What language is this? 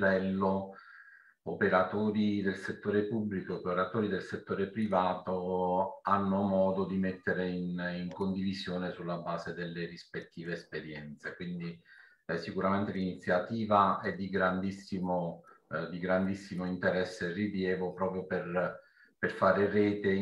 Italian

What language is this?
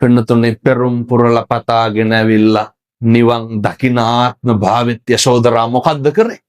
Sinhala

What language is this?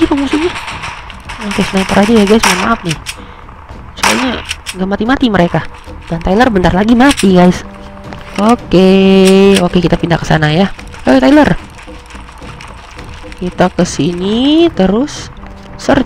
Indonesian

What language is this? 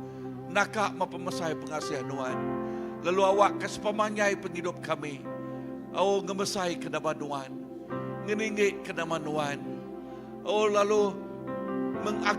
Iban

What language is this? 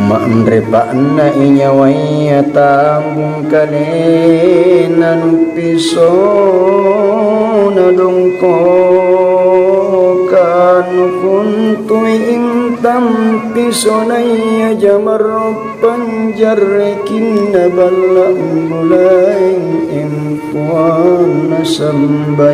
Makasar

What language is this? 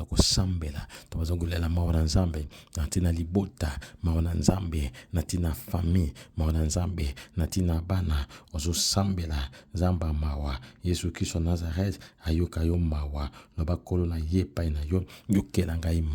Lingala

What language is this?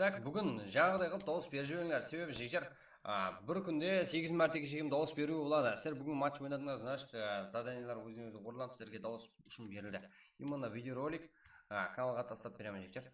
Kara-Kalpak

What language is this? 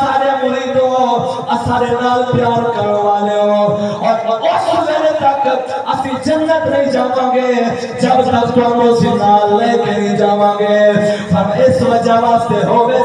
Saraiki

